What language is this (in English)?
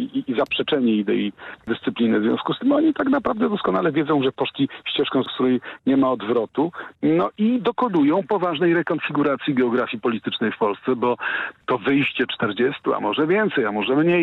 Polish